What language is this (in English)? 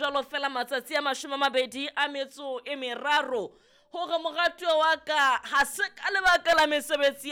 Southern Sotho